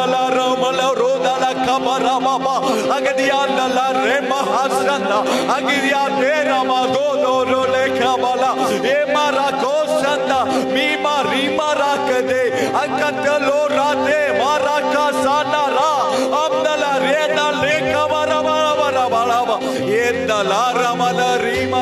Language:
Tamil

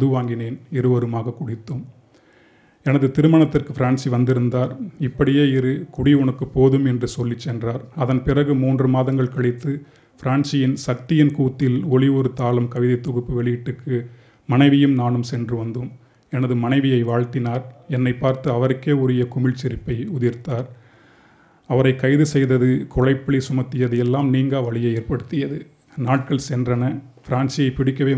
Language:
Tamil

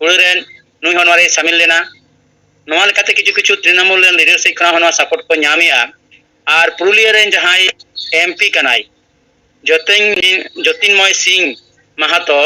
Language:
Santali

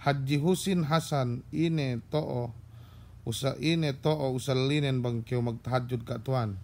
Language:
Yakan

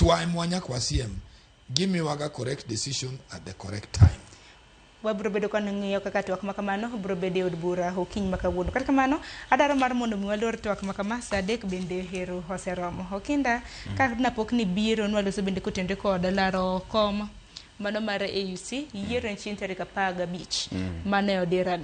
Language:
Luo (Kenya and Tanzania)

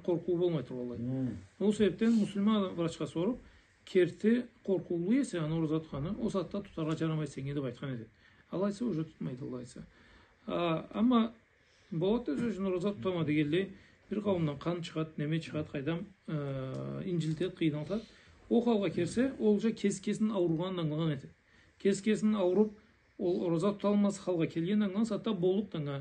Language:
Karachay-Balkar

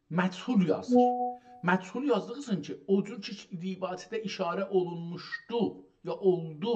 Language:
South Azerbaijani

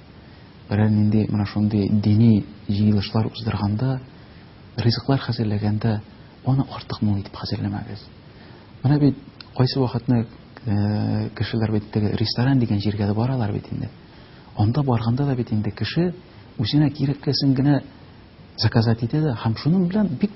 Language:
Tatar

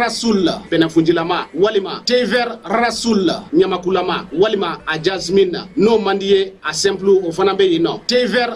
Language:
Bambara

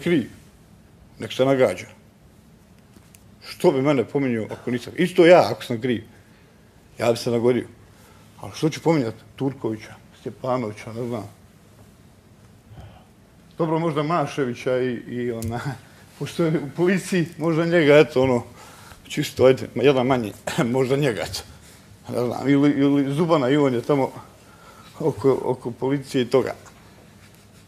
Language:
Bosnian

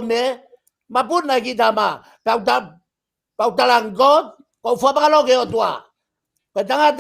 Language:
Tongan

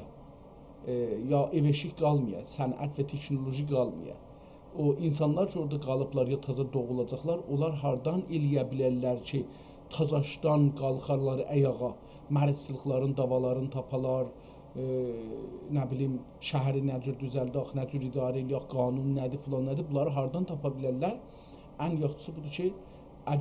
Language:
South Azerbaijani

